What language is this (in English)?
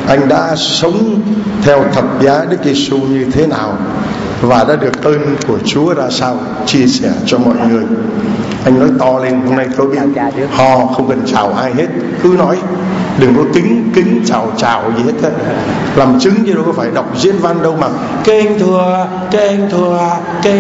Vietnamese